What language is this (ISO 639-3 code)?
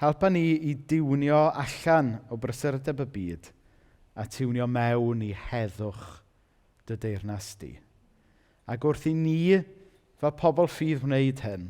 cym